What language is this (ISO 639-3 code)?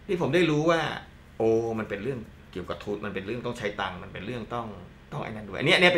tha